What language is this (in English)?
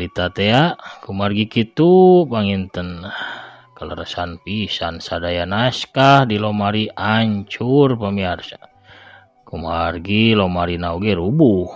Sundanese